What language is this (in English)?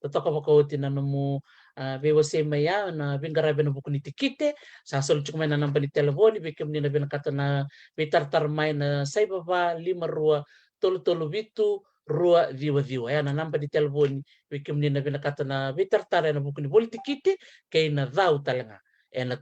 Fijian